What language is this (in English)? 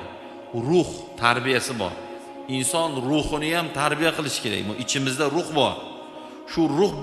Uzbek